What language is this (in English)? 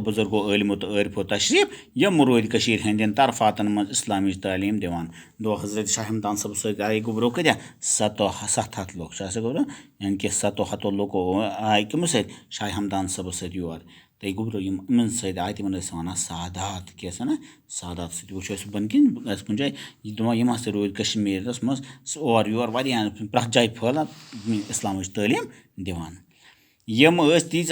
Kashmiri